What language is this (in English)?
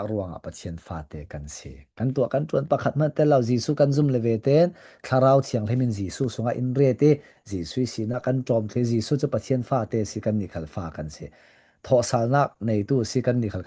Falam Chin